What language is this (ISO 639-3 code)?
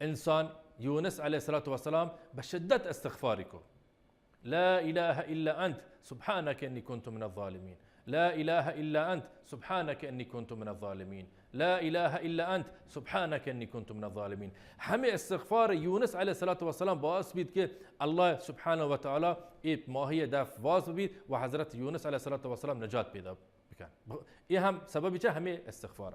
bal